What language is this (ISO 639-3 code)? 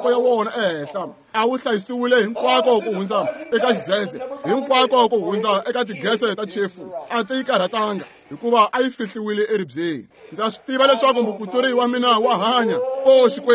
tso